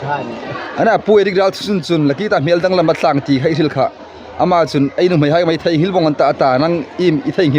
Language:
Hmar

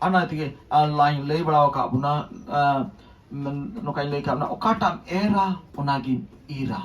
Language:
Santali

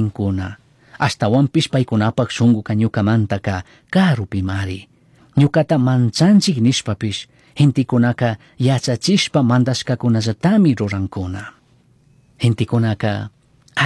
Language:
Chimborazo Highland Quichua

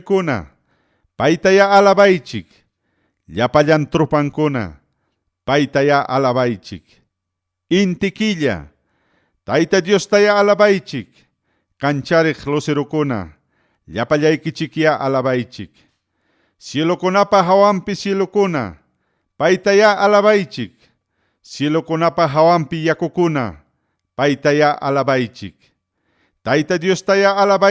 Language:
Ayacucho Quechua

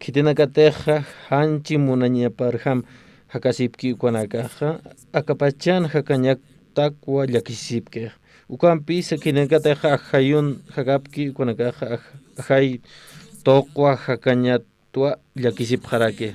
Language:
Aymara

